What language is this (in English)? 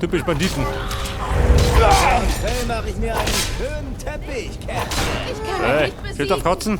Bavarian